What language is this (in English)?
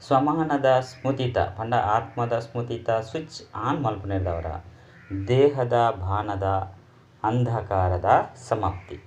Tulu